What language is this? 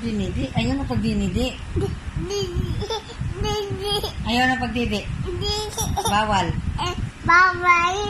Waray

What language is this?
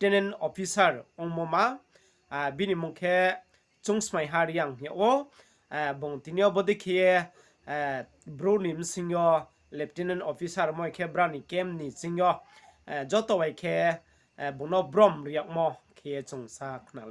Riang (India)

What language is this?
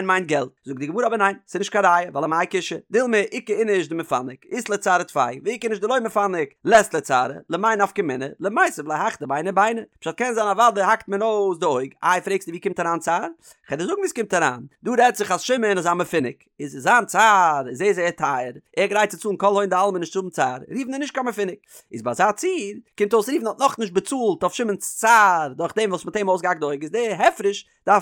Yiddish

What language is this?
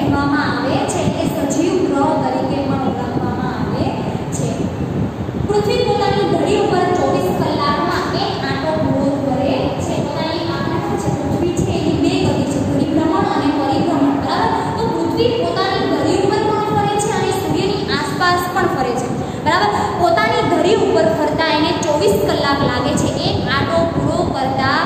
Gujarati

